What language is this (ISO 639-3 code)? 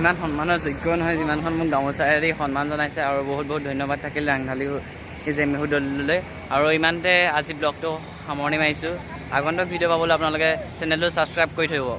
asm